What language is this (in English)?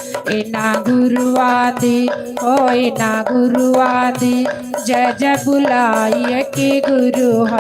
Dogri